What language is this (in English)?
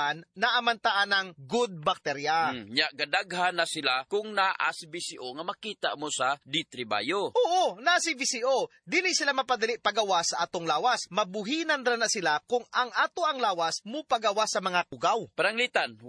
Cebuano